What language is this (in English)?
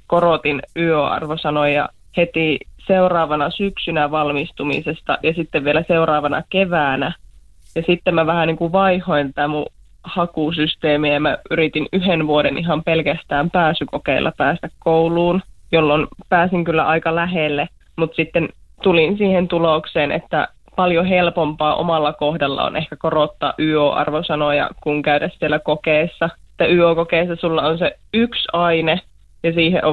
Finnish